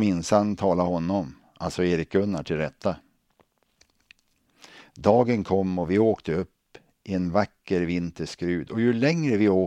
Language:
Swedish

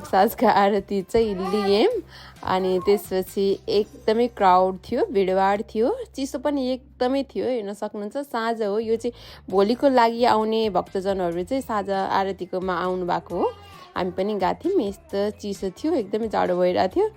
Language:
Nepali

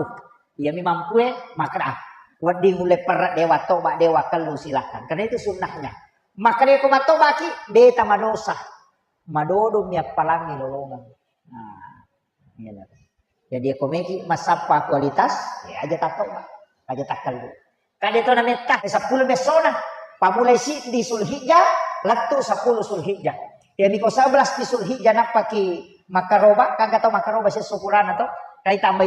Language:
Buginese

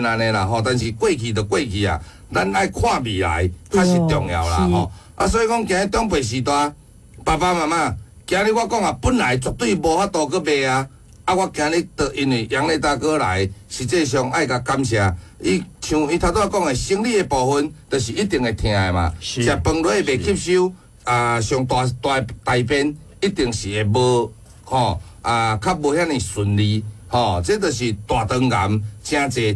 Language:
Min Nan Chinese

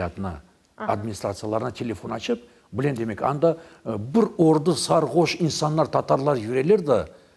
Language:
Crimean Tatar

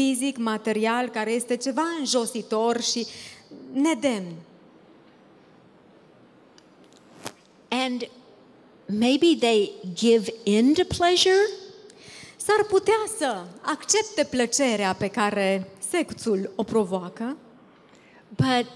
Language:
Romanian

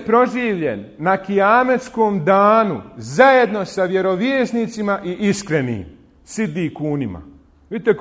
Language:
Bosnian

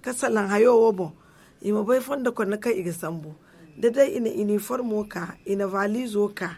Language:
Zarma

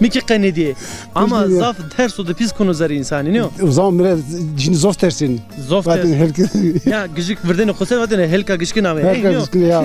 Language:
Zaza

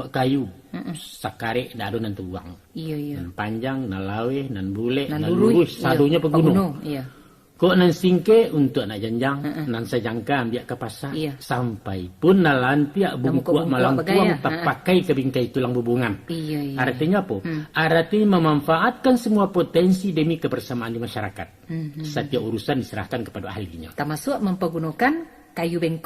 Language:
Minangkabau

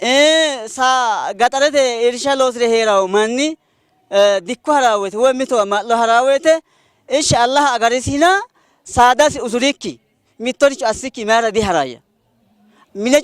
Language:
Sidamo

